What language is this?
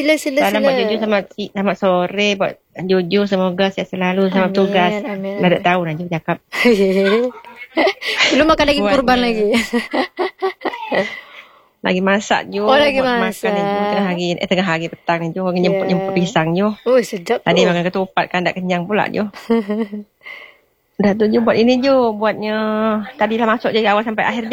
Malay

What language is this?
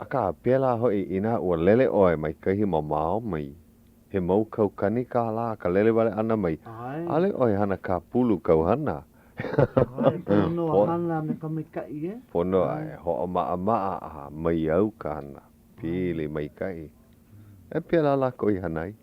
Hawaiian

